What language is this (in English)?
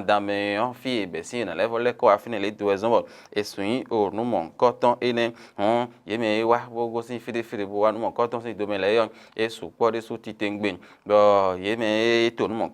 Fon